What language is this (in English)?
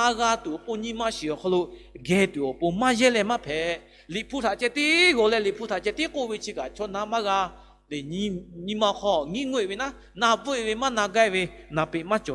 Lahu